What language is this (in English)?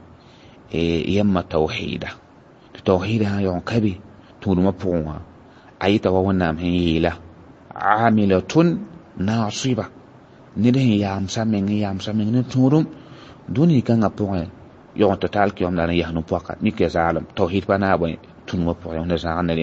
Mossi